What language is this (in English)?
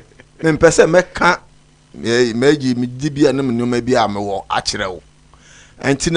Akan